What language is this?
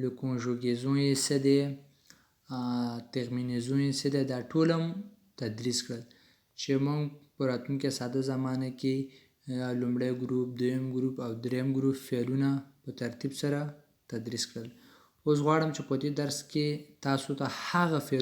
Pashto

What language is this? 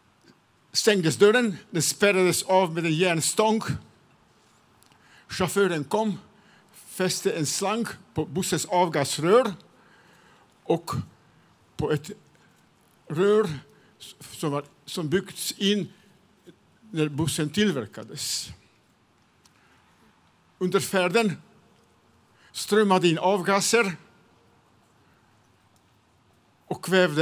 Swedish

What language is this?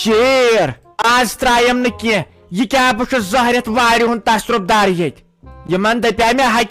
Kashmiri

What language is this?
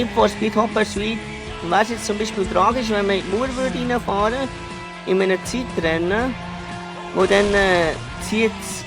Swiss German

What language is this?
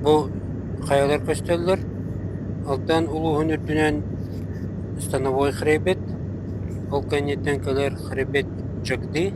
Yakut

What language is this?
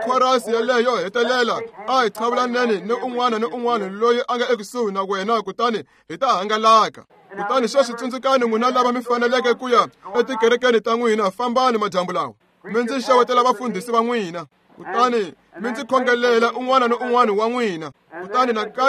Tsonga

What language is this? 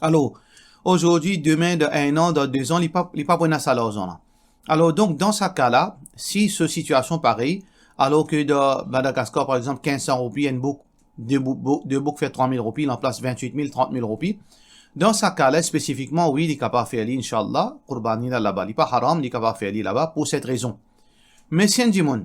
Morisyen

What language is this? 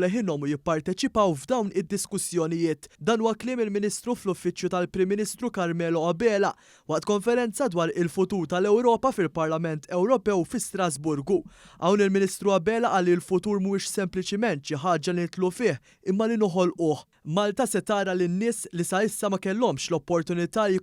Maltese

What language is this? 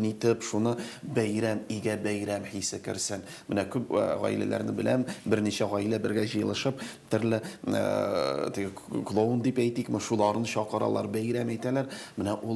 Tatar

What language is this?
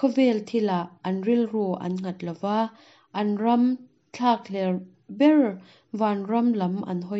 Mizo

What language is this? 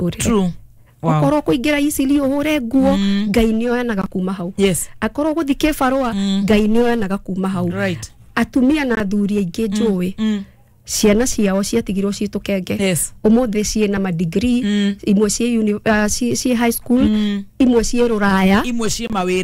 Kikuyu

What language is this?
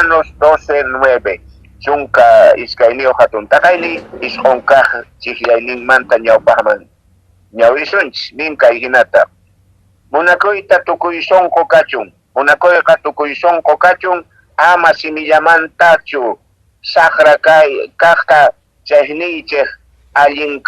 Quechua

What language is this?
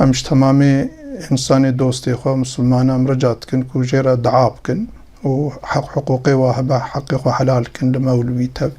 Kurdish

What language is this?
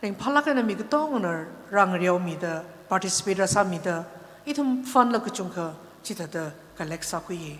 Tangkhul Naga (India)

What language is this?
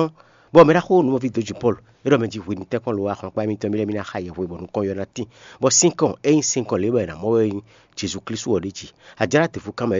Fon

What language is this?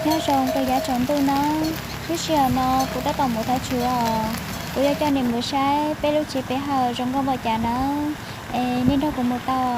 Hmong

